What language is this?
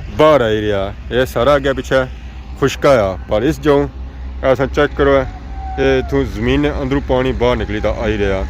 Pahari-Potwari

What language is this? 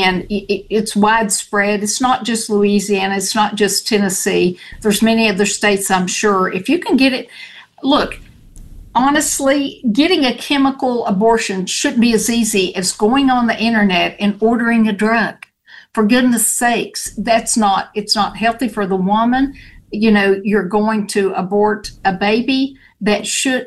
English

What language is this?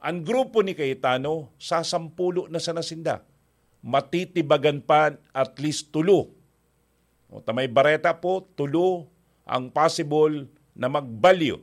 Bikol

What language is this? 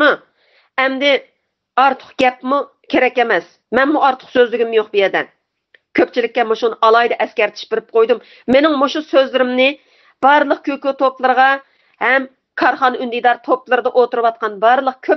Uyghur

